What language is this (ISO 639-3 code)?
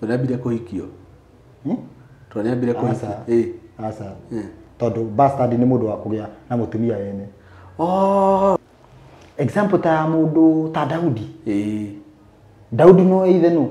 kik